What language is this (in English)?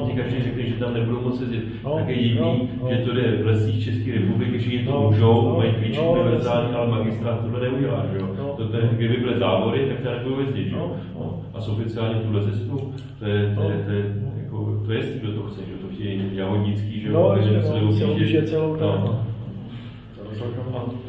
Czech